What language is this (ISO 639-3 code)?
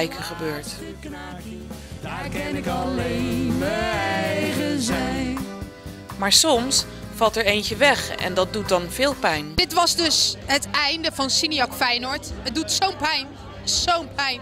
nld